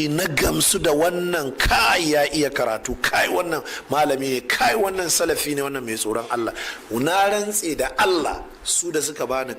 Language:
Hausa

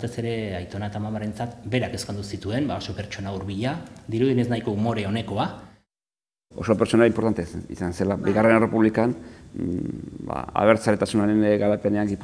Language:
Basque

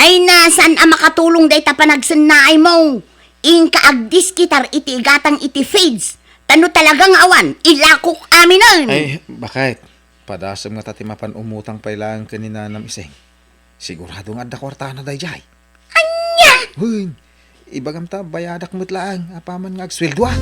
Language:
Iloko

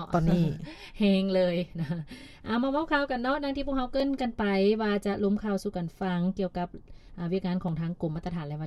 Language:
Lao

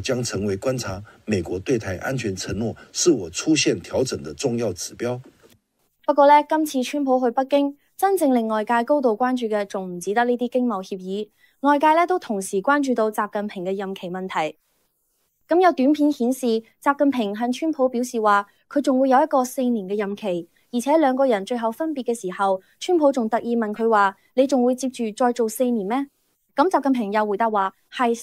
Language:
Cantonese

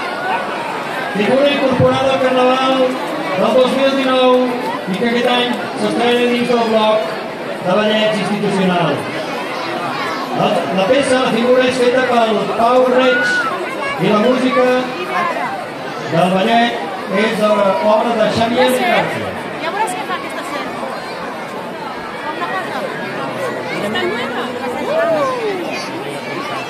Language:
Catalan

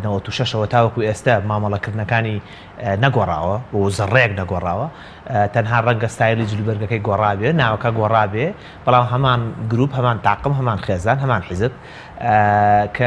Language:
Central Kurdish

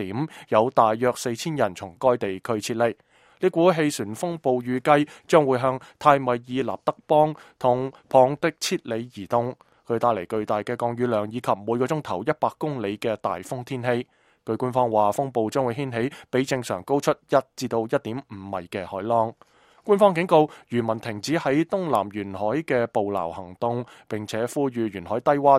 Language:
Cantonese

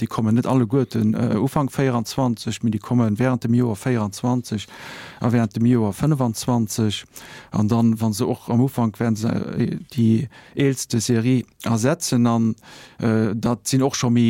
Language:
Luxembourgish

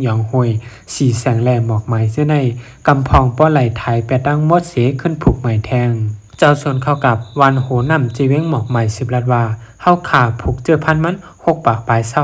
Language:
Shan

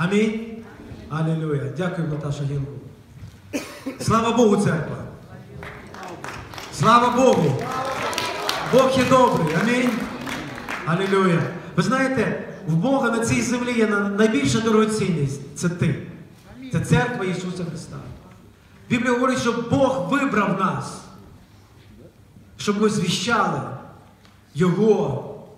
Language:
Ukrainian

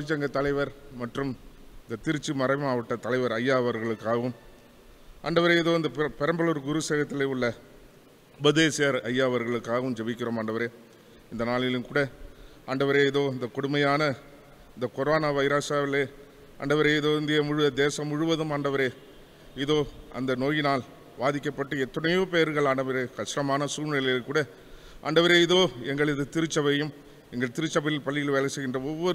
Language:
Tamil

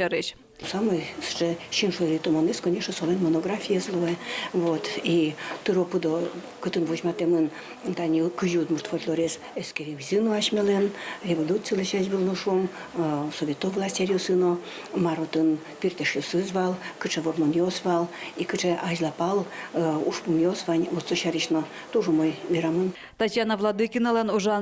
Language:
Udmurt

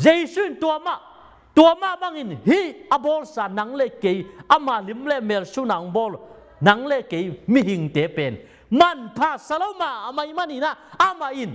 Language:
Tedim Chin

